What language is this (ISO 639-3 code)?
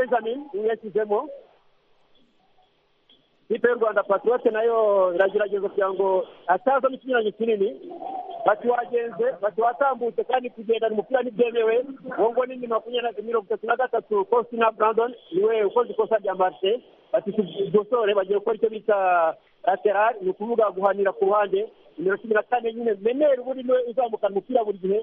kin